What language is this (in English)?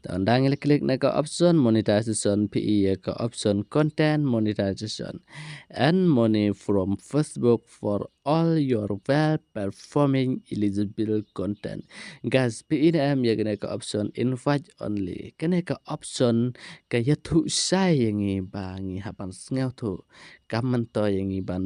Khasi